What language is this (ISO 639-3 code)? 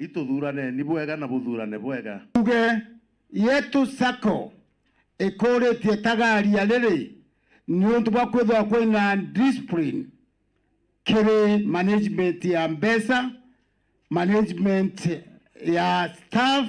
mer